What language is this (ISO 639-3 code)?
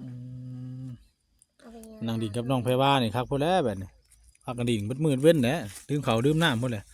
tts